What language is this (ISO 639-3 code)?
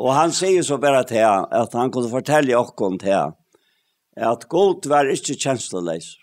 fao